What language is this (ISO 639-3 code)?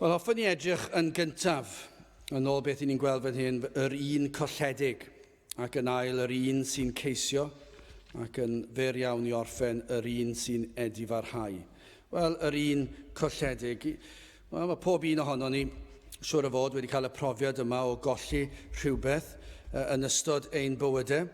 cym